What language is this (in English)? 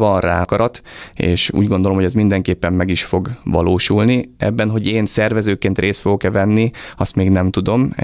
Hungarian